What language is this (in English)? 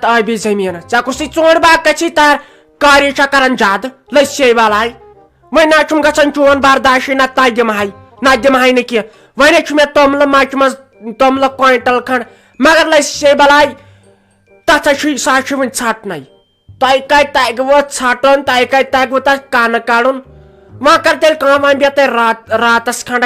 Kashmiri